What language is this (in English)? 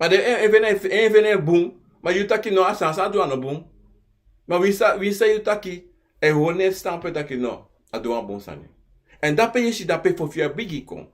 Sranan Tongo